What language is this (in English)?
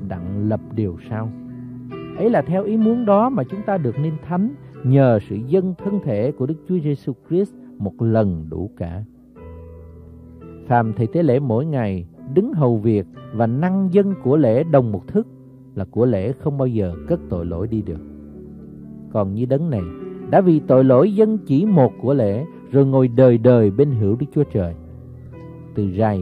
Vietnamese